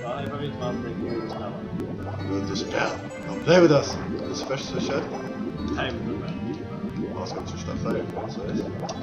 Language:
Faroese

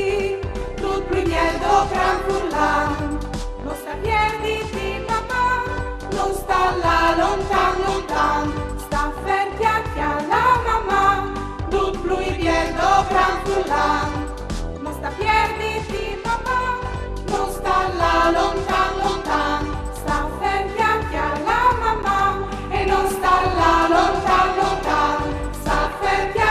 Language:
Friulian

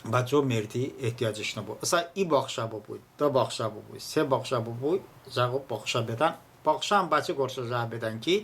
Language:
Talysh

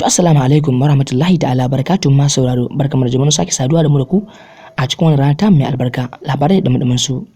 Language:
Hausa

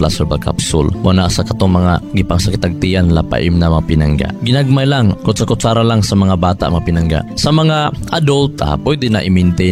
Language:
Cebuano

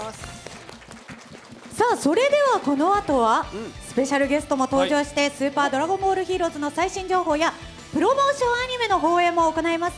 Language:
Japanese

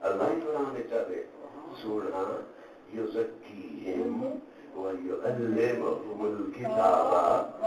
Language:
Saraiki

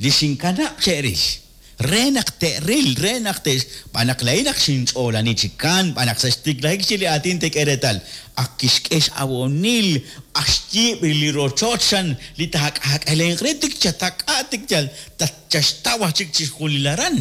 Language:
Kekchí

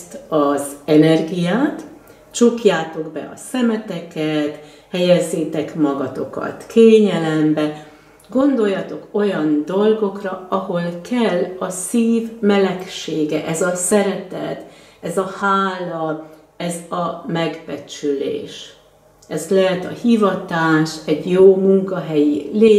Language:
Hungarian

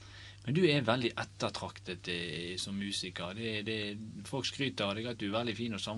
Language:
Norwegian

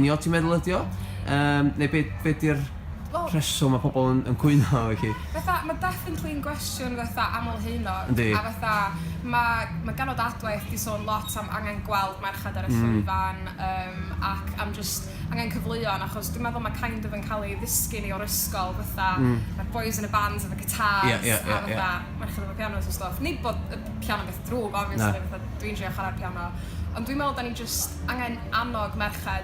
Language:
Welsh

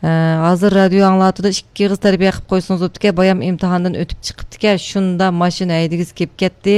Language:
Uyghur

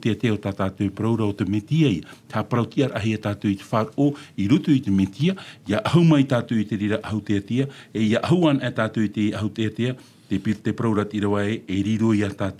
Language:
Tahitian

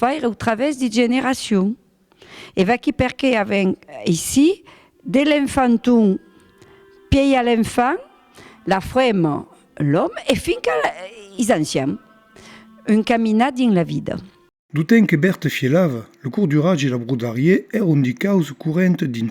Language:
Occitan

